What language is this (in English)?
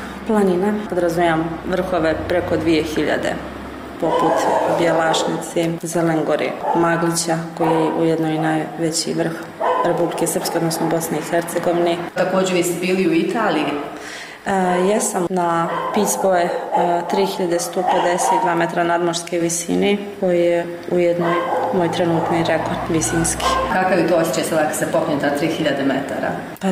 Bosnian